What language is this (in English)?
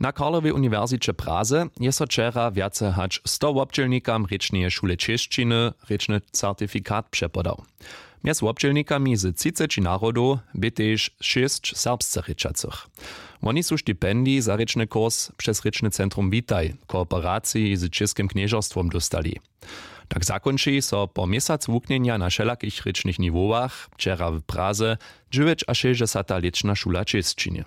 Upper Sorbian